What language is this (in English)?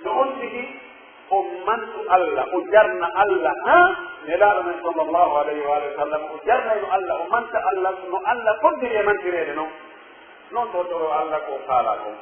Pular